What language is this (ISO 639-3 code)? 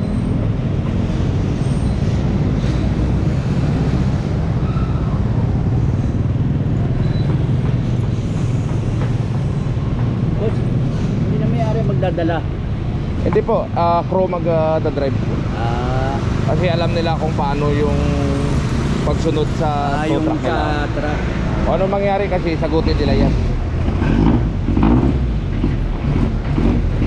fil